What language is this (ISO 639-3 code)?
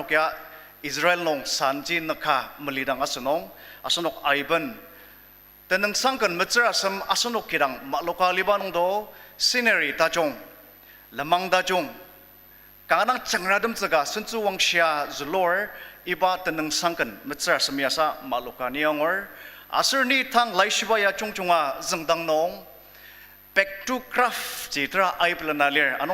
njo